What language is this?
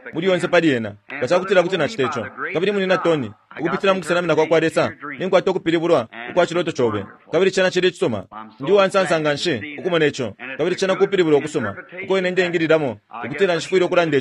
Bemba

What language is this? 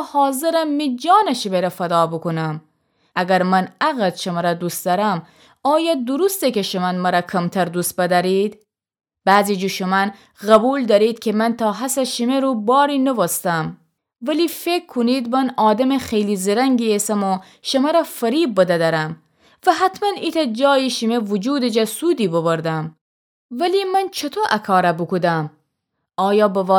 Gilaki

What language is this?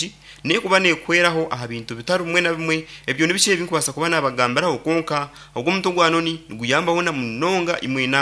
Nyankole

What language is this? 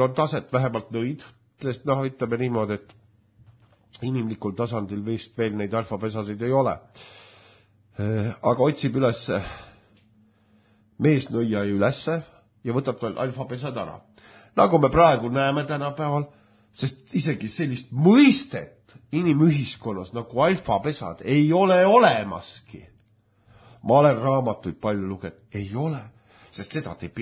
Estonian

